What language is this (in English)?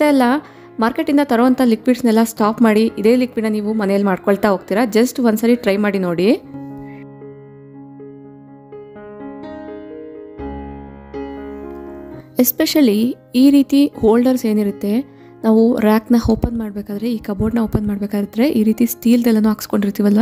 Kannada